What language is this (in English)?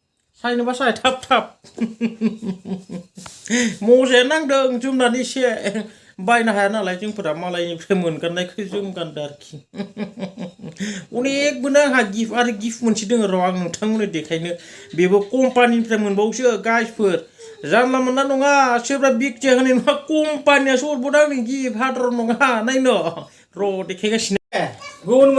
Bodo